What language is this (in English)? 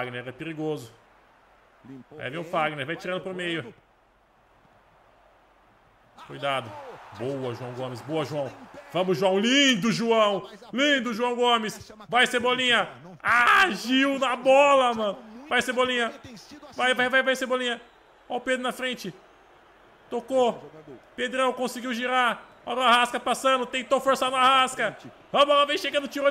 Portuguese